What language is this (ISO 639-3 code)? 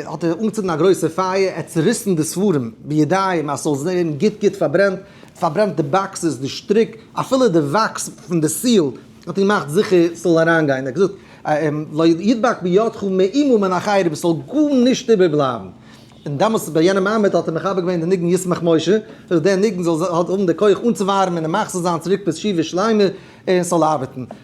yid